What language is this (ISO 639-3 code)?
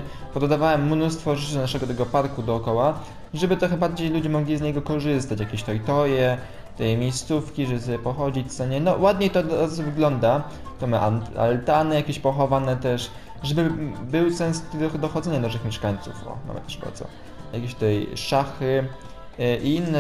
pol